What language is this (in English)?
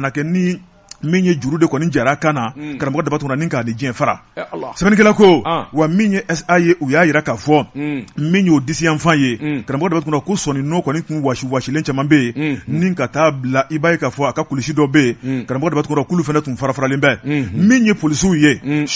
Bambara